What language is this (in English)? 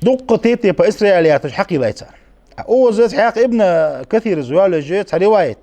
Ingush